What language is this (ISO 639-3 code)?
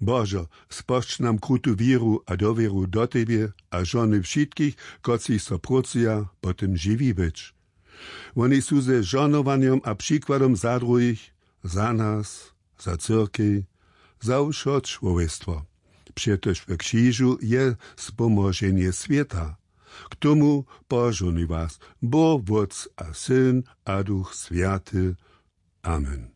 hsb